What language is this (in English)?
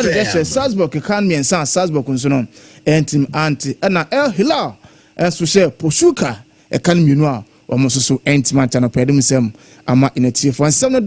Akan